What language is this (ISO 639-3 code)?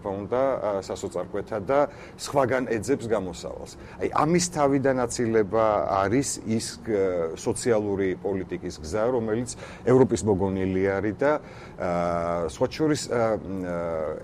kat